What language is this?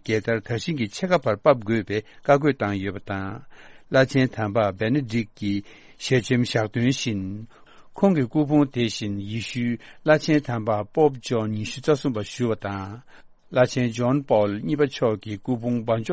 Tibetan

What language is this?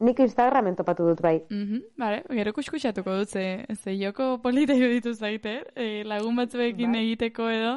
Basque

